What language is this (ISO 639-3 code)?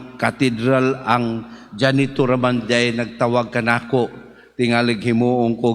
ceb